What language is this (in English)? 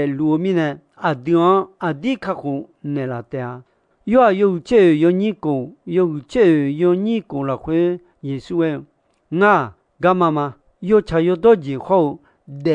Akha